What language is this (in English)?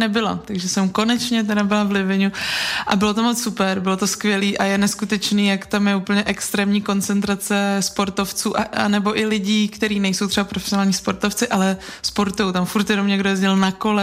Czech